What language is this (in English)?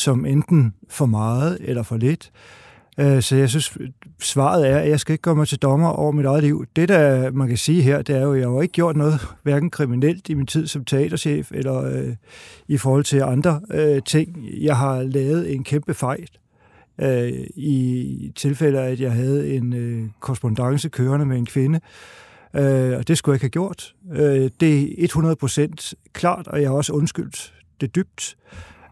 Danish